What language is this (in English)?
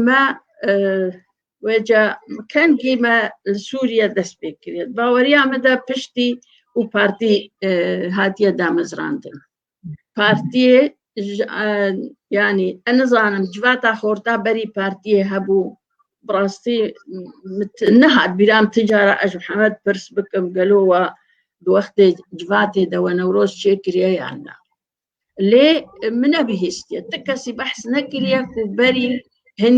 Kurdish